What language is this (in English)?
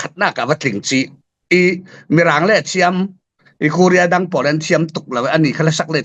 Falam Chin